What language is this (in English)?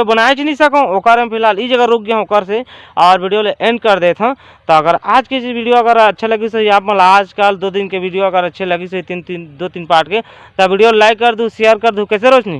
Chhattisgarhi